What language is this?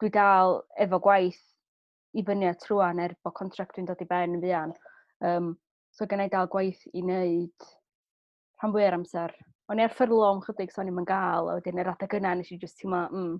Welsh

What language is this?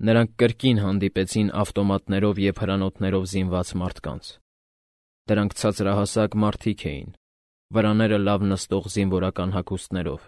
Armenian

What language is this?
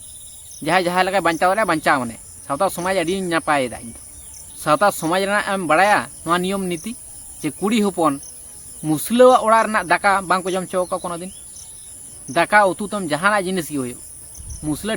Santali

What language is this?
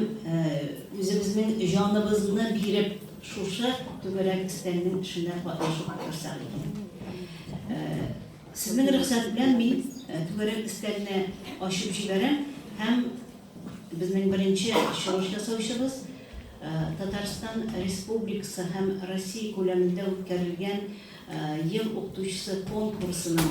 Tatar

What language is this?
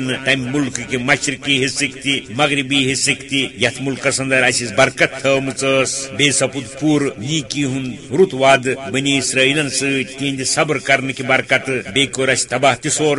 Kashmiri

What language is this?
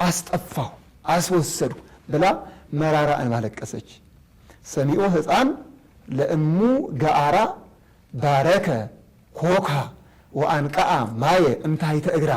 Amharic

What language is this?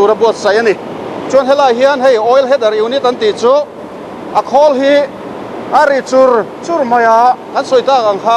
Mizo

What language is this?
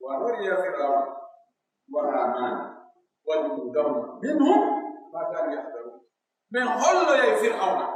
Pular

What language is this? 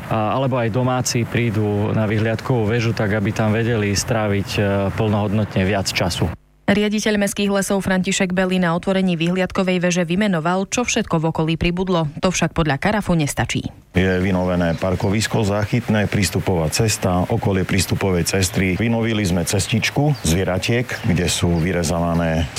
Slovak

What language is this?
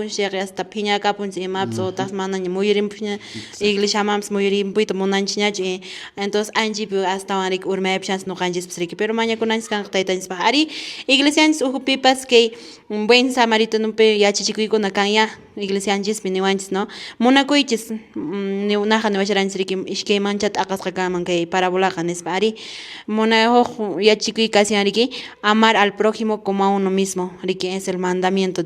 Quechua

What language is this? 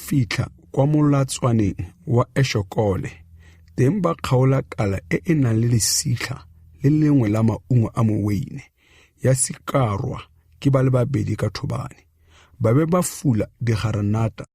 Tswana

